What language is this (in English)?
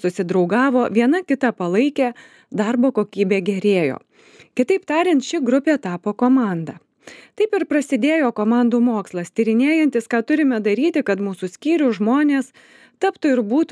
Lithuanian